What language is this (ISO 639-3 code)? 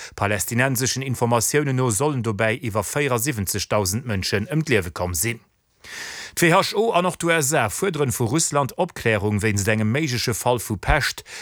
ltz